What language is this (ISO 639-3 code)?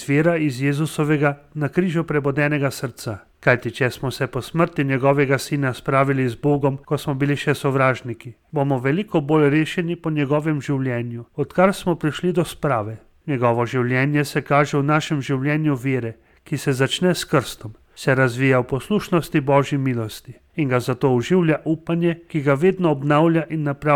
slv